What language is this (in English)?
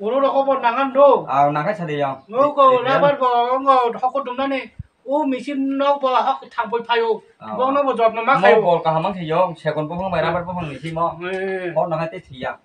Kok Borok